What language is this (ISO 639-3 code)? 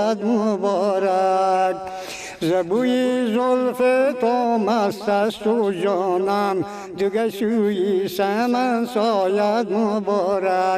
fas